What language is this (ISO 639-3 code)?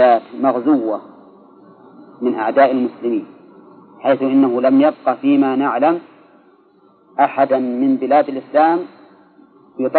ara